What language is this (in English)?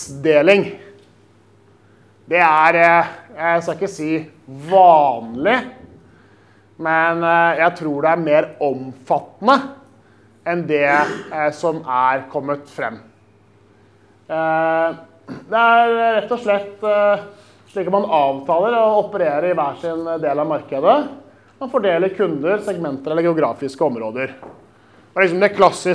Norwegian